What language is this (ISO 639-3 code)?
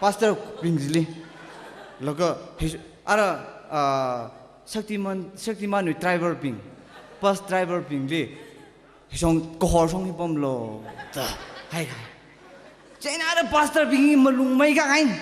nmf